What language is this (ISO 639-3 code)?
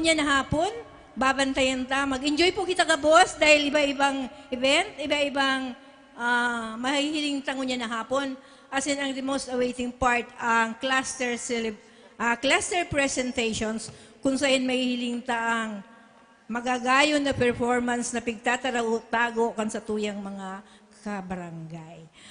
bik